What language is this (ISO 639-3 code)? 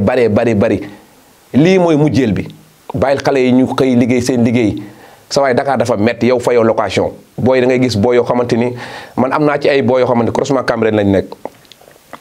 wol